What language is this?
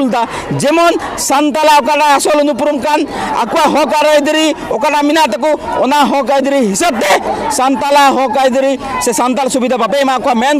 Santali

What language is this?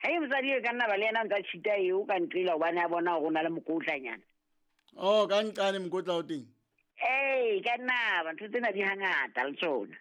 Southern Sotho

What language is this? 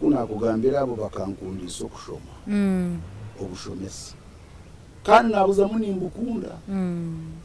Nyankole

